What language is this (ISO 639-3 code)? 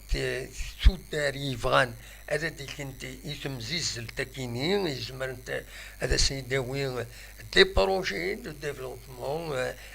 kab